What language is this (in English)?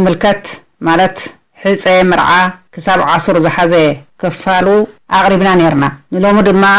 Tigrinya